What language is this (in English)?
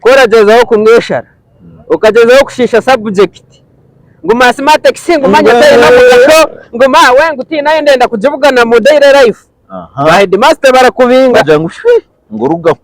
Nyankole